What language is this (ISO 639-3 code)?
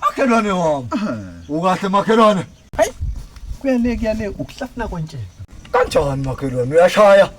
zul